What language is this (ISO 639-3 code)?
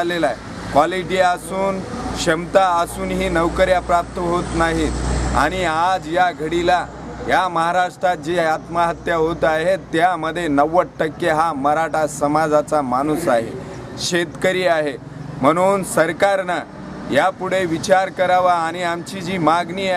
mar